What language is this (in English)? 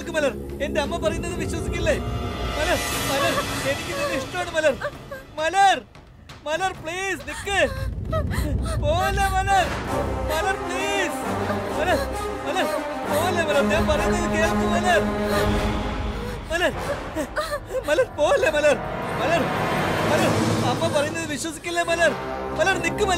Malayalam